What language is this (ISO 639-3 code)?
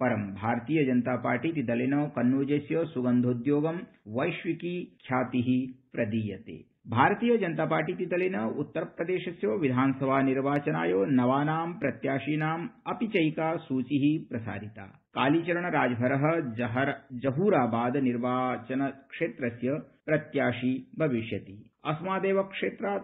san